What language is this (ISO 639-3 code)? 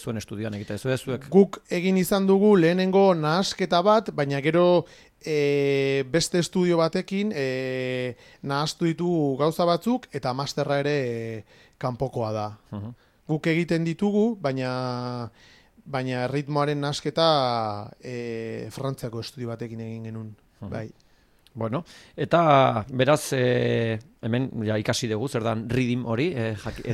eus